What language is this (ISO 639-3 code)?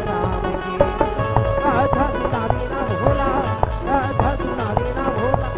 hne